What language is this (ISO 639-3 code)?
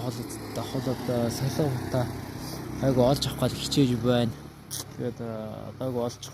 mon